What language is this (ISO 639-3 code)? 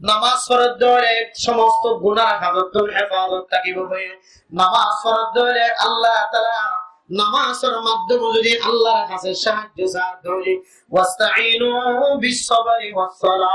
rhg